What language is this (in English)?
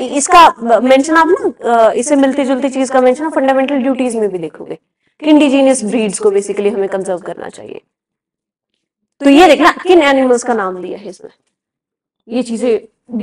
Hindi